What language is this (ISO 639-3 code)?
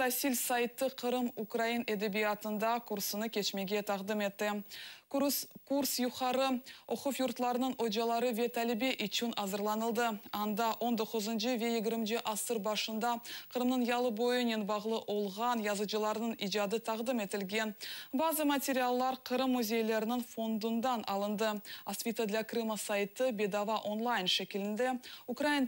crh